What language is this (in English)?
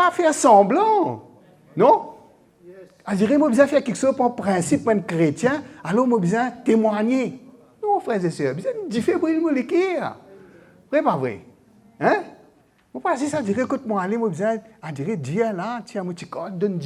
Morisyen